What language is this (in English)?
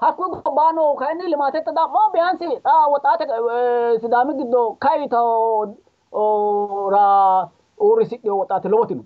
Sidamo